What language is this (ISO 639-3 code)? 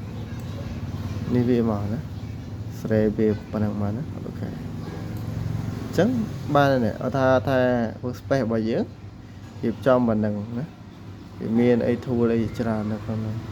khm